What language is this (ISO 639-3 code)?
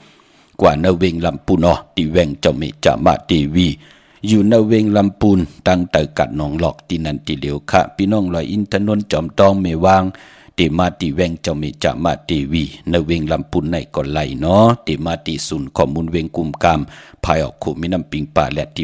shn